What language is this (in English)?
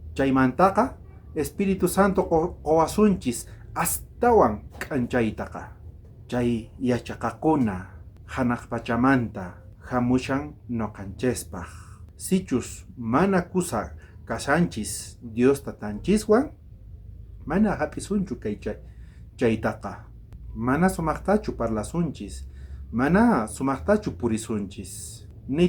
South Bolivian Quechua